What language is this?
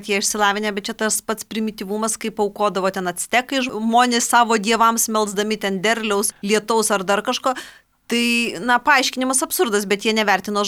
Lithuanian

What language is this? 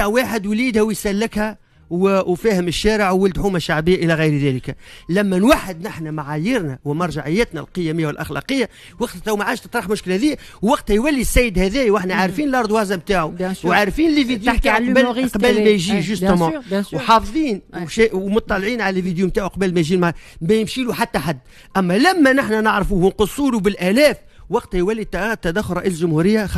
Tunisian Arabic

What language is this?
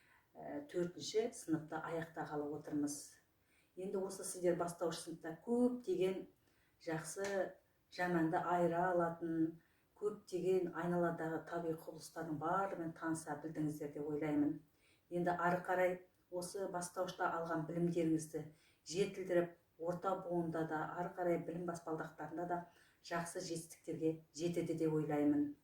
Kazakh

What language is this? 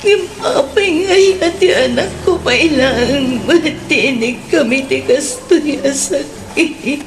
Iloko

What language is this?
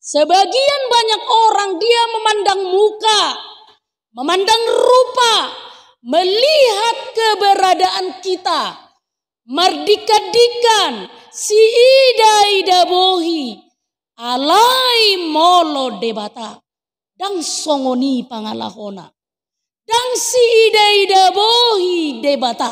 Batak Toba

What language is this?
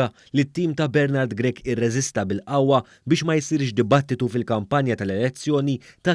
Maltese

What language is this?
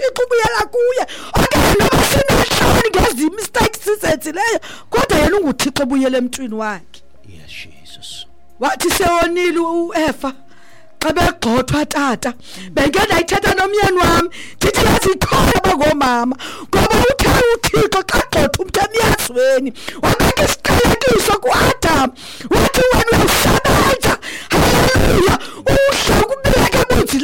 Xhosa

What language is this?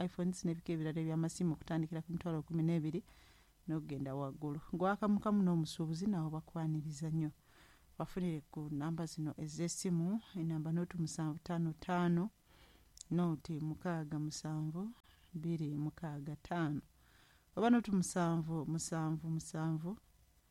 Ganda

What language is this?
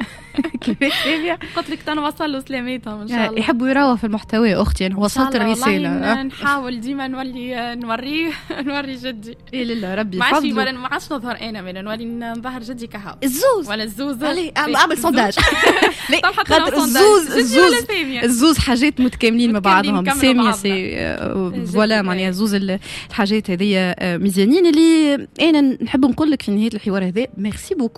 Tunisian Arabic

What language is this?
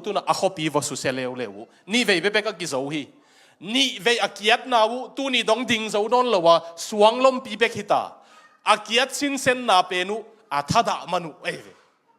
Tedim Chin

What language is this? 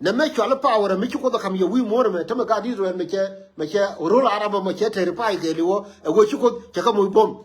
Nuer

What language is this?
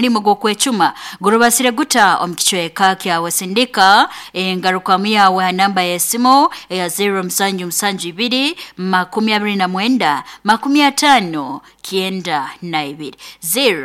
Nyoro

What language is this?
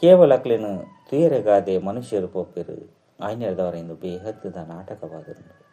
Tulu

